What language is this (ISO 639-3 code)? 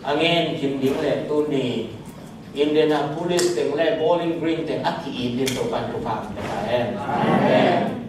ctd